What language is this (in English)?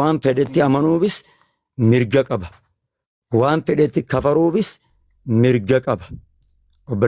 Oromo